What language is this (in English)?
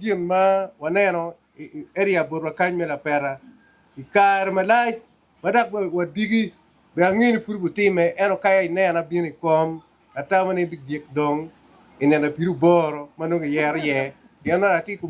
Acoli